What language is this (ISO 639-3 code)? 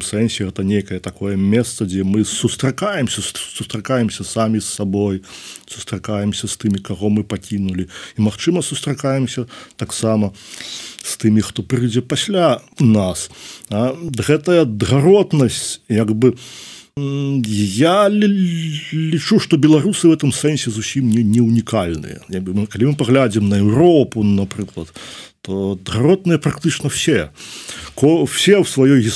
bel